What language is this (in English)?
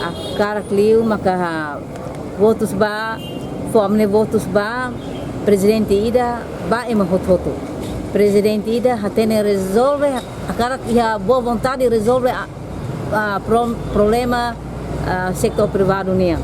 Tetum